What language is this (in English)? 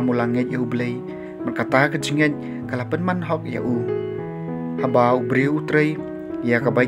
Khasi